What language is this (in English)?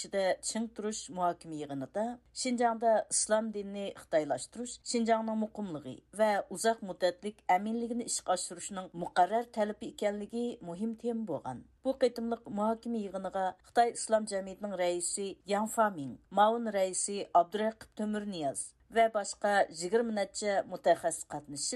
Uyghur